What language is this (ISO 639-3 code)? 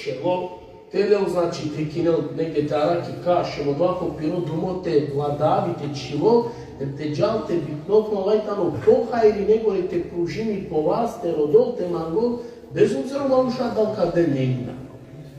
rmn